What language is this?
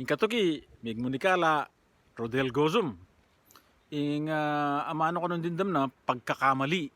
Pampanga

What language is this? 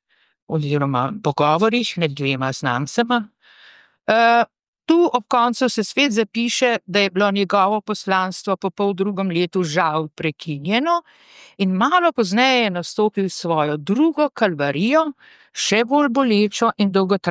Slovenian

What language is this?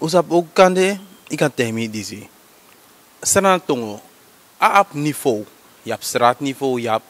Sranan Tongo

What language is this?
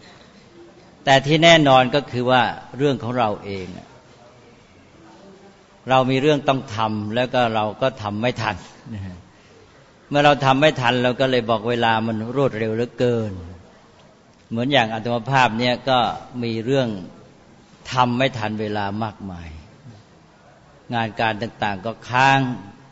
Thai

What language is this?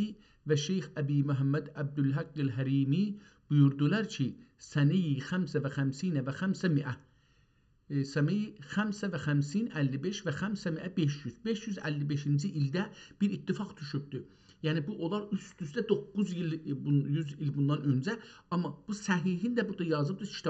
South Azerbaijani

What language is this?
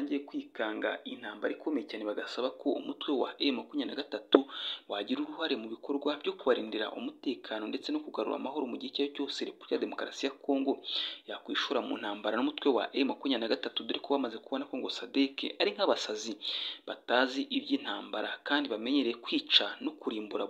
Kinyarwanda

